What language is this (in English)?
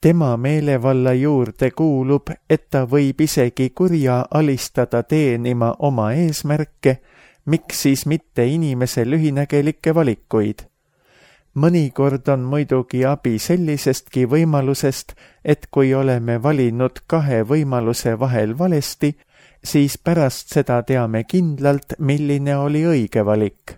Estonian